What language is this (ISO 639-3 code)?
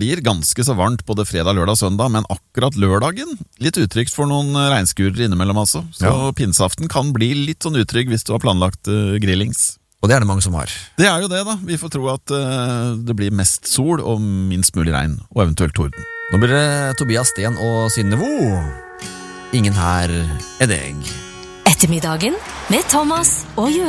nor